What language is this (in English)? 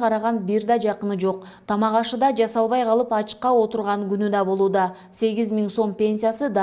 Kyrgyz